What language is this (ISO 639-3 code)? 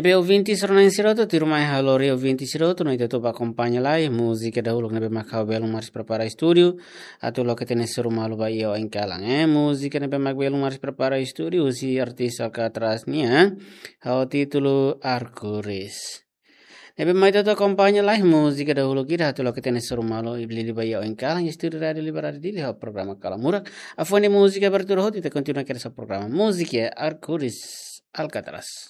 tet